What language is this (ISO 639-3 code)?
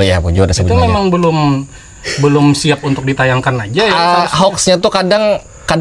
bjn